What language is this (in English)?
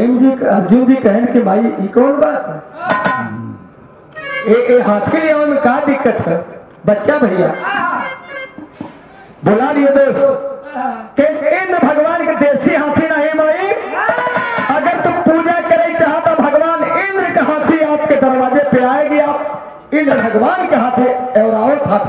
Bhojpuri